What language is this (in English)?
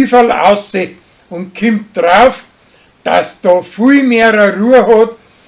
Bavarian